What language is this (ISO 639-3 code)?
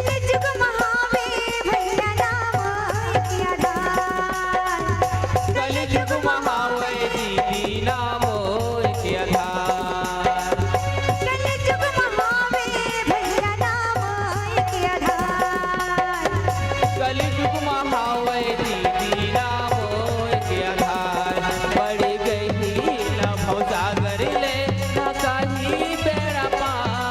hne